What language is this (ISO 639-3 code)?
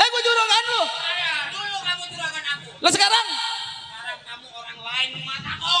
bew